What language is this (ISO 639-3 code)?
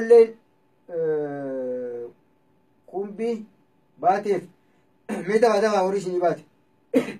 orm